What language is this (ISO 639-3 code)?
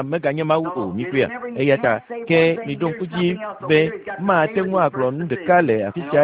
ewe